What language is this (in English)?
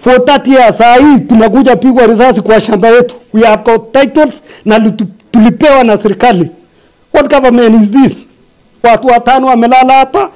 Swahili